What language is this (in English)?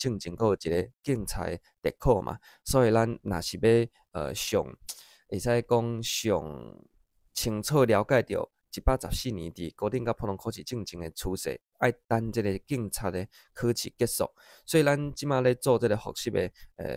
Min Nan Chinese